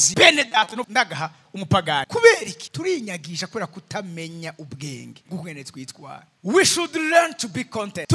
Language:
Rundi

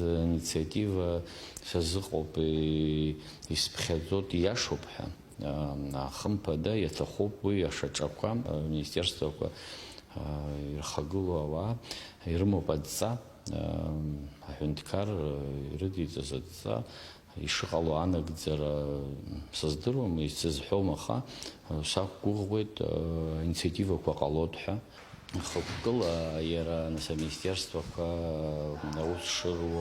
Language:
Abkhazian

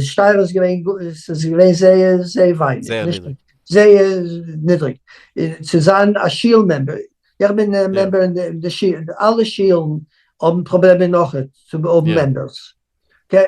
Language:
Yiddish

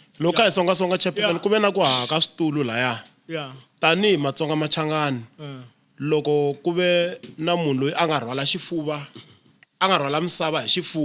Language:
Tsonga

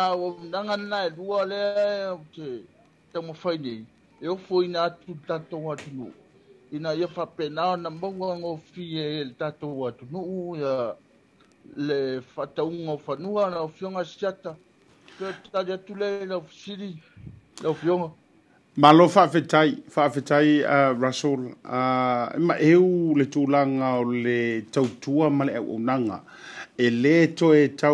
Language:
Samoan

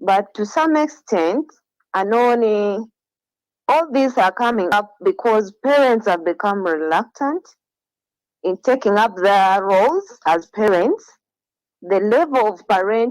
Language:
Acoli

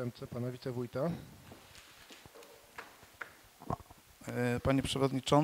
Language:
Polish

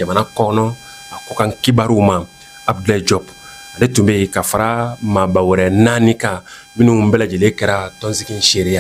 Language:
Bambara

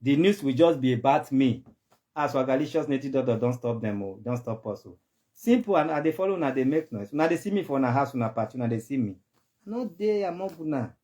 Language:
Nigerian Pidgin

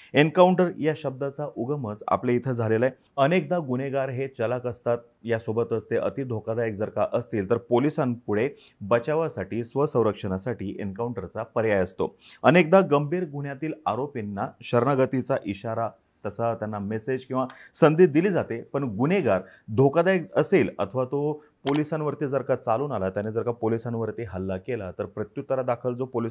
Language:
Marathi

